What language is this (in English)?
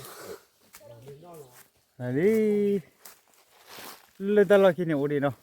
S'gaw Karen